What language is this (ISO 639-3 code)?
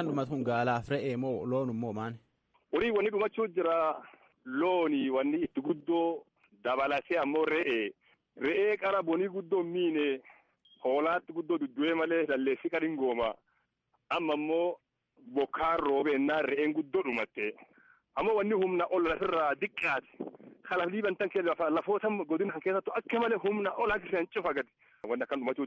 orm